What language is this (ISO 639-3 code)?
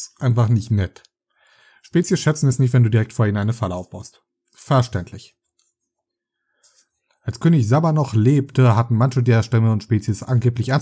deu